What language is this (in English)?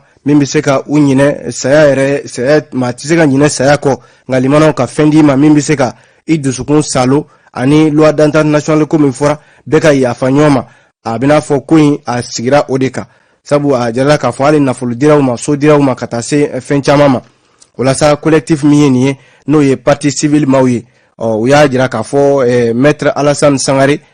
Bambara